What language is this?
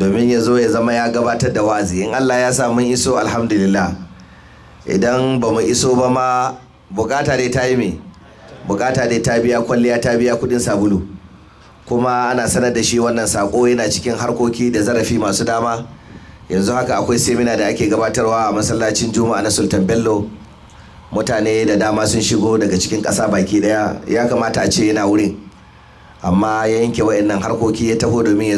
Hausa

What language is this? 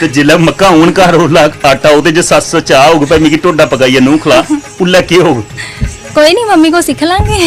Dogri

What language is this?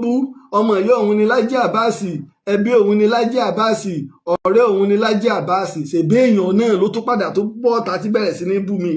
Yoruba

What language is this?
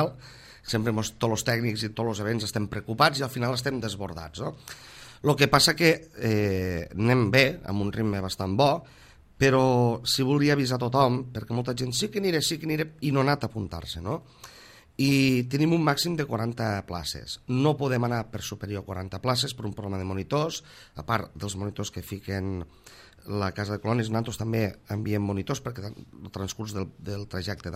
Catalan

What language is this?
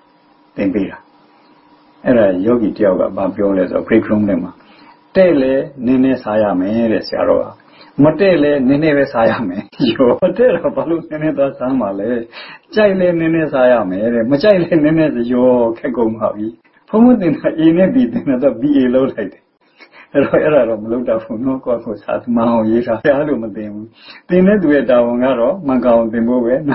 Burmese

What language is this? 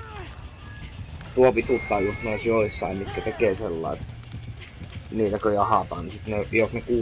Finnish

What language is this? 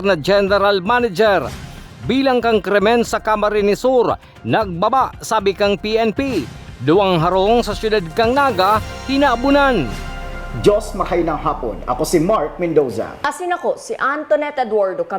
Bikol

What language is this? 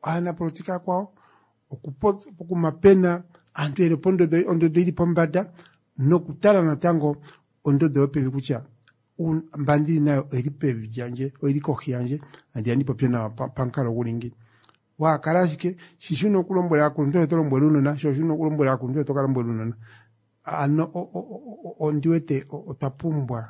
Kuanyama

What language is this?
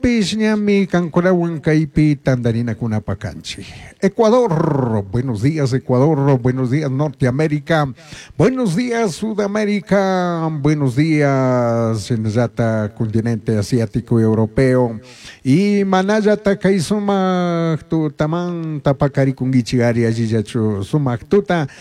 Chimborazo Highland Quichua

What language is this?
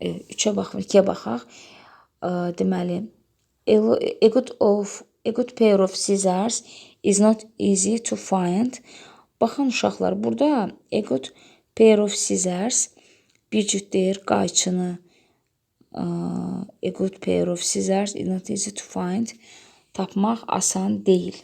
Azerbaijani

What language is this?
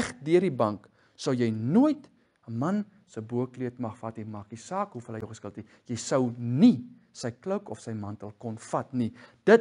Afrikaans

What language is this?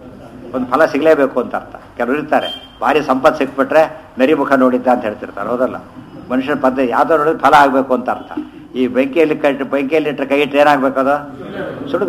Kannada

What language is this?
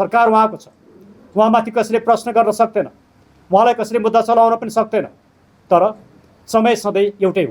Nepali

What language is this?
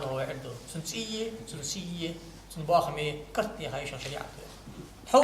Ingush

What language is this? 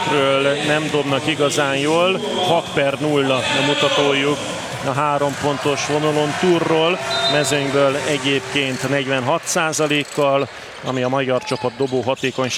Hungarian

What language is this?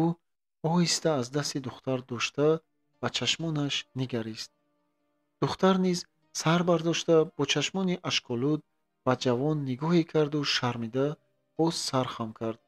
Tajik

